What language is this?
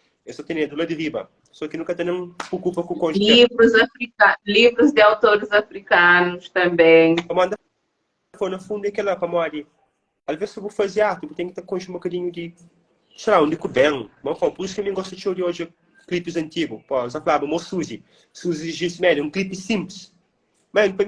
Kabuverdianu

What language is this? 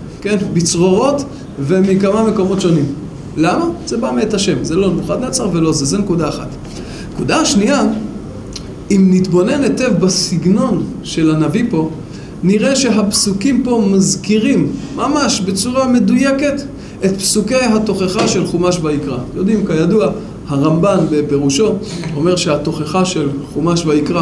Hebrew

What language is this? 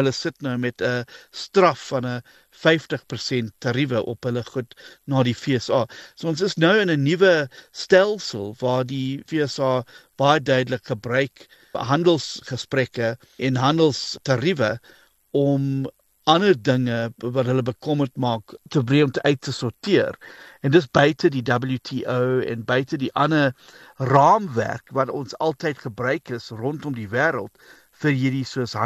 Afrikaans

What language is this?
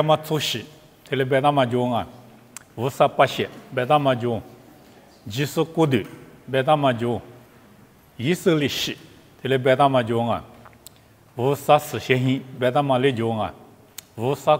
Lisu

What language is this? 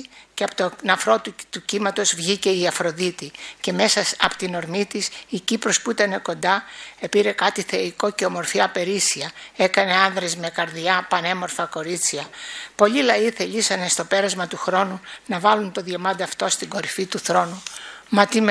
Greek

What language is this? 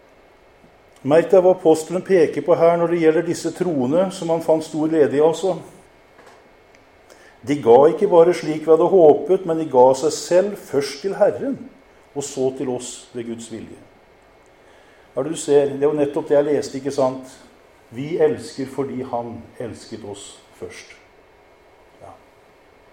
Norwegian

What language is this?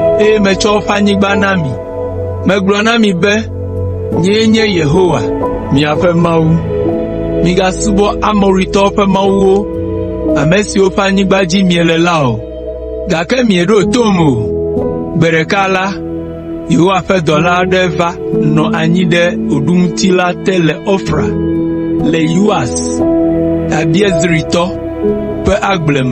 Ewe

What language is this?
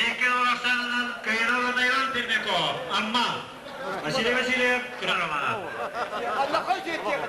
Yakut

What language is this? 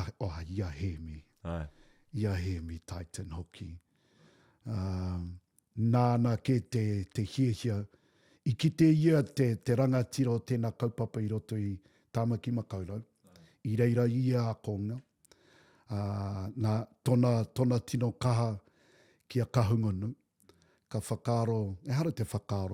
Māori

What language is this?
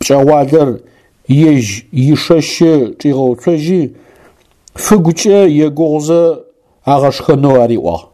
Adyghe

